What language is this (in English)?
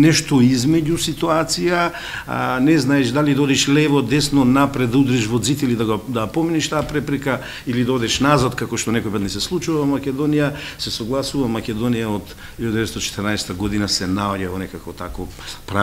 Macedonian